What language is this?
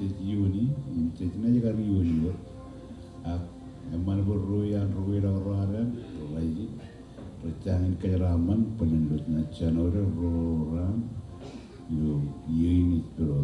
Marshallese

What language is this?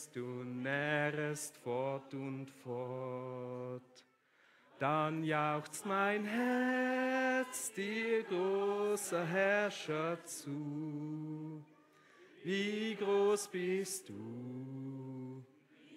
Swiss German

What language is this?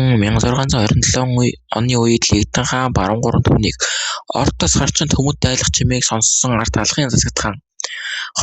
Mongolian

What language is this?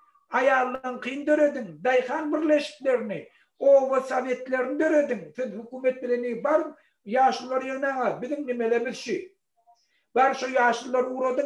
Turkmen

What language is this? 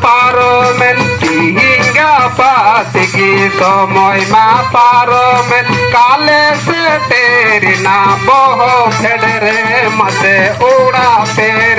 Santali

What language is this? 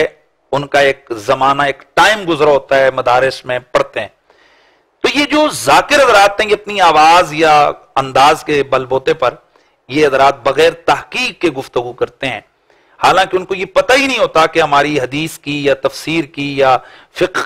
Urdu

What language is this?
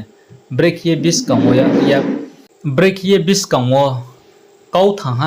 Riang (India)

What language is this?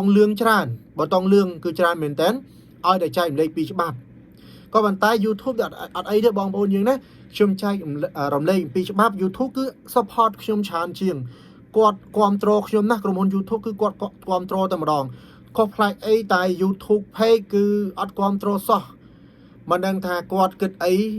Khmer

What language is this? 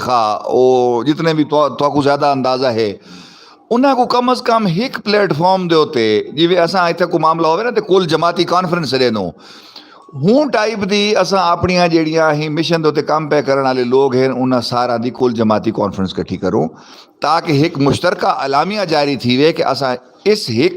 Saraiki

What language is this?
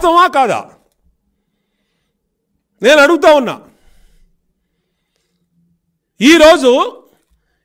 Telugu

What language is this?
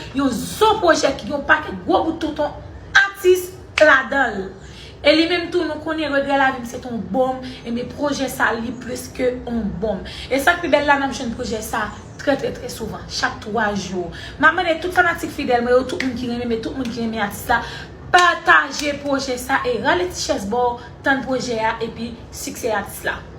Haitian Creole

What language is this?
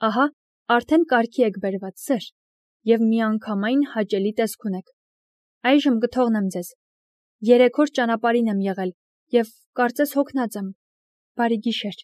Armenian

